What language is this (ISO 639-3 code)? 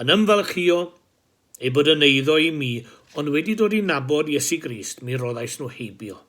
cym